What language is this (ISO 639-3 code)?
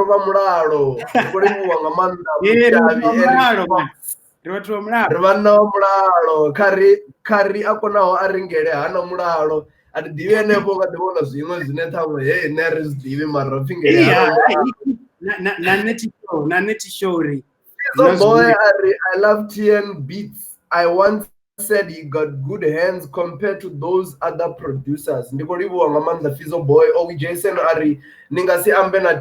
ven